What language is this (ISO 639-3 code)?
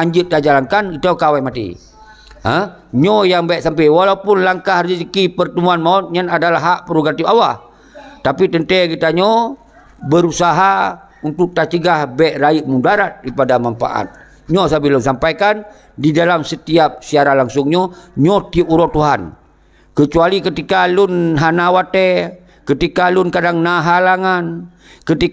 ace